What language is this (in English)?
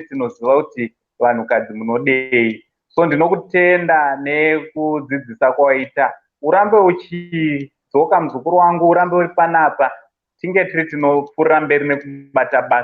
Shona